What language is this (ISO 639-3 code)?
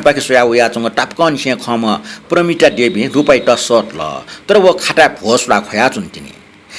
new